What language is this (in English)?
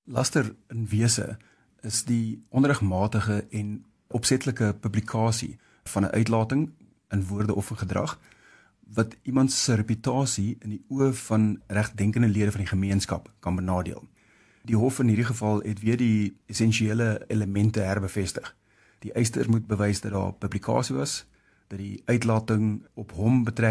Afrikaans